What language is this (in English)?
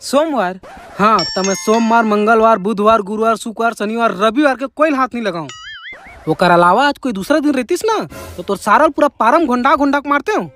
Chhattisgarhi